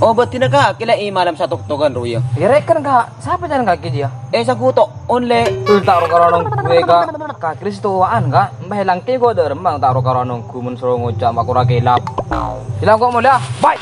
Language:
Madurese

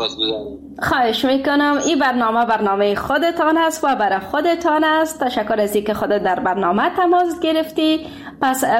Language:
Persian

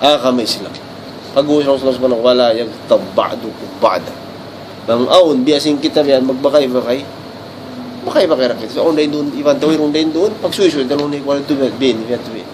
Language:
Tausug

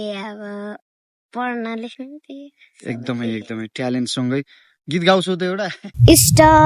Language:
Nepali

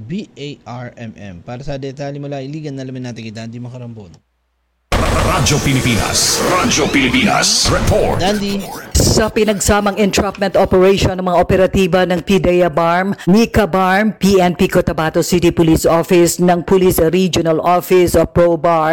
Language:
Filipino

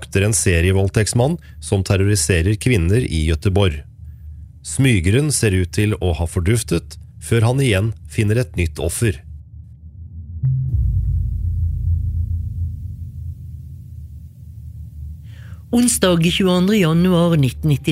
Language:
Norwegian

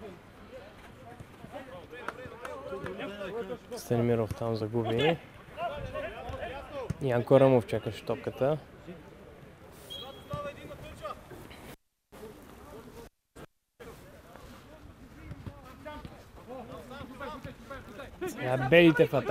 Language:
Bulgarian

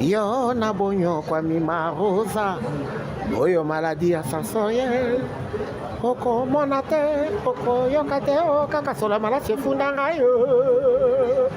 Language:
Lingala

